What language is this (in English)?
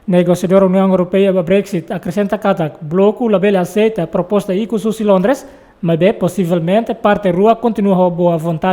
Tetum